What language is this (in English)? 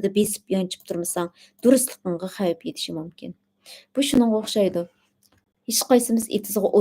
Uyghur